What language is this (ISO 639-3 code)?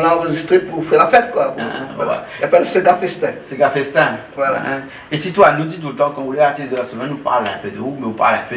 rcf